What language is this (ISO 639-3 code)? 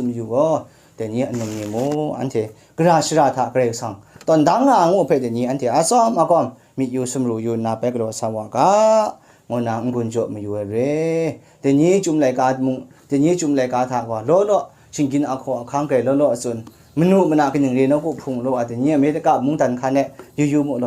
kac